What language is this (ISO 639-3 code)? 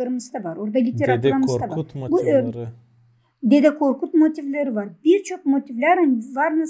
gag